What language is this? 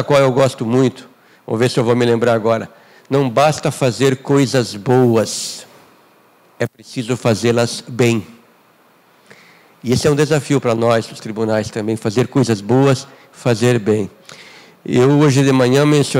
Portuguese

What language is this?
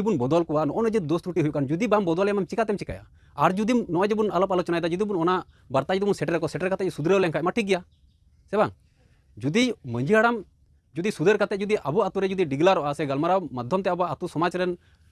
Santali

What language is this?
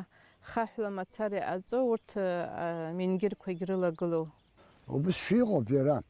Abkhazian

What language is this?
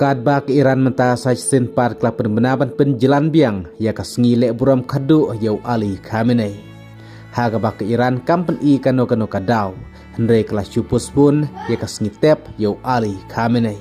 Khasi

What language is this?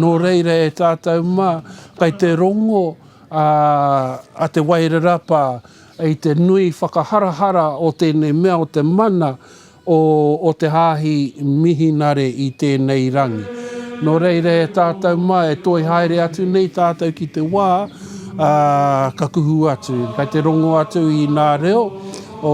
Māori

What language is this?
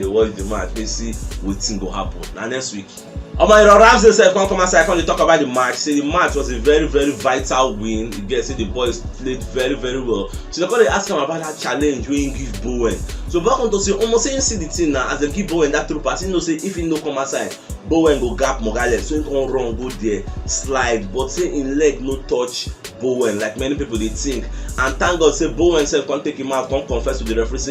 Nigerian Pidgin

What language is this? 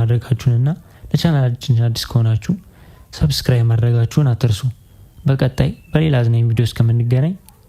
Amharic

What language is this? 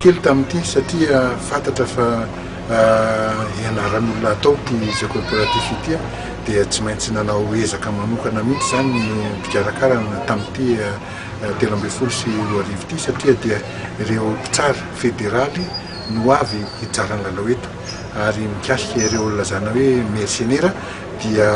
Malagasy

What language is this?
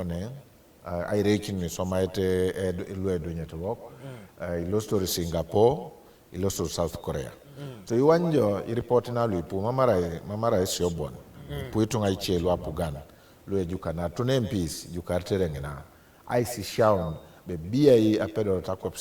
Teso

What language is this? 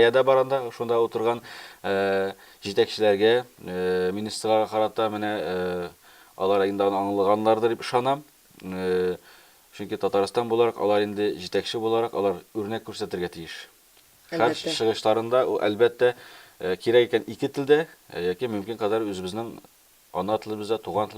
Tatar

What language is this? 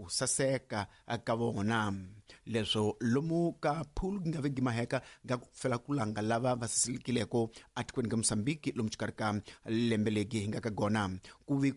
Tsonga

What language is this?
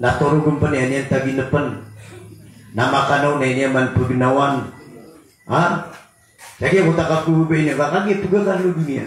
Maranao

